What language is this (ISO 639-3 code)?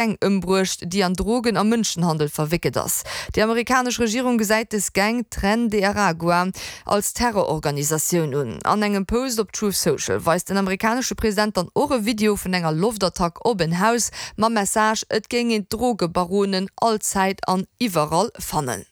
ltz